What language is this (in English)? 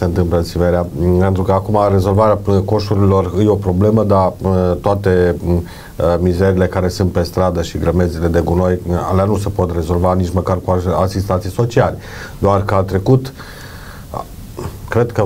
Romanian